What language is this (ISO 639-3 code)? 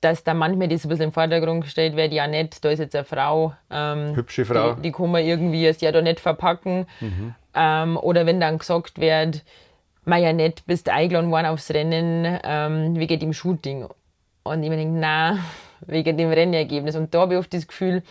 bar